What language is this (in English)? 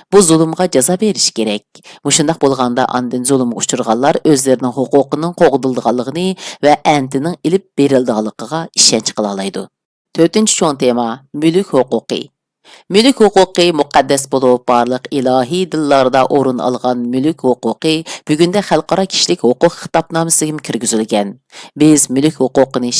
Uyghur